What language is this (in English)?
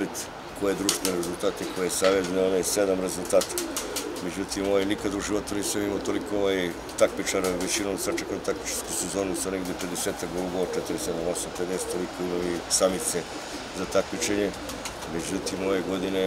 Serbian